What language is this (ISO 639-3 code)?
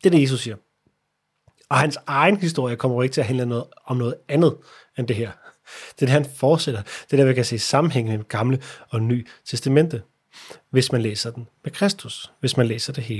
dan